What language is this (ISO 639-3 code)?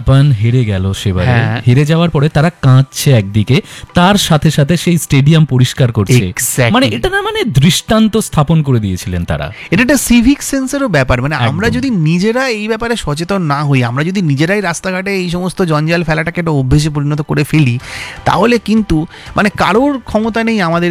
ben